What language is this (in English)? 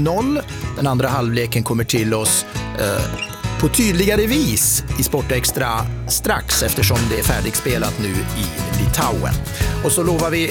Swedish